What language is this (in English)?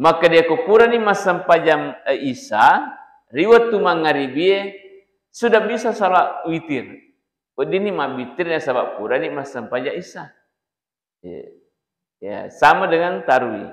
Buginese